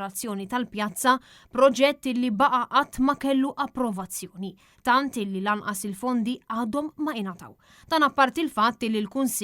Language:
Maltese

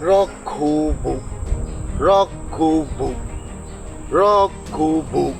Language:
Poumei Naga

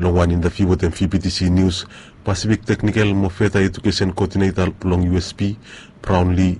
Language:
Bislama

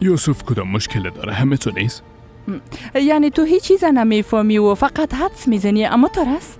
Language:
Persian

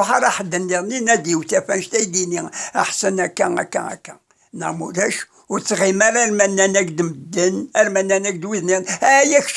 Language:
Kabyle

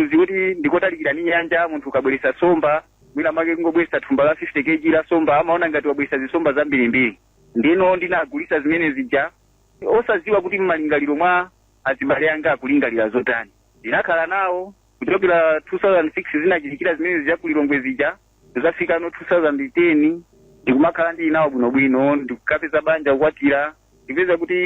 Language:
Nyanja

